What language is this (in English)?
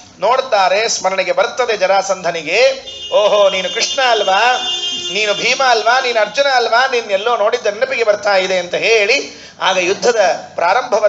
Kannada